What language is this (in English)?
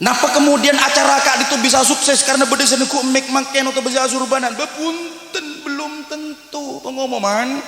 Madurese